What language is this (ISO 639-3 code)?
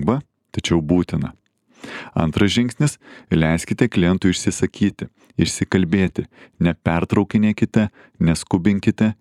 lit